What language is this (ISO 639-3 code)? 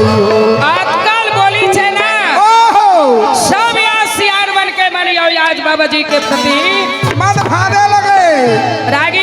hne